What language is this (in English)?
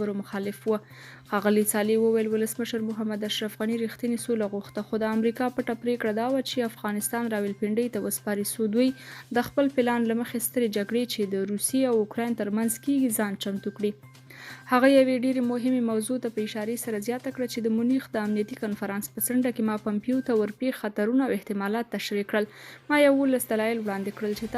Pashto